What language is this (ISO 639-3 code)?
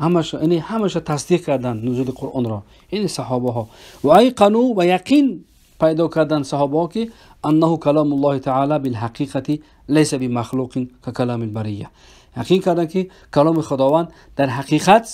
tgk